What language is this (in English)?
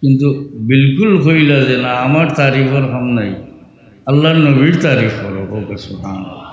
Sylheti